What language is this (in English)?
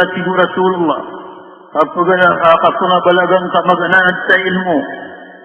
Maranao